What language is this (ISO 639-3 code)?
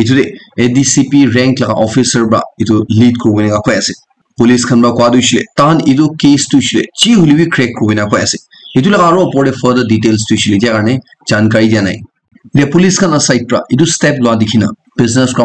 nag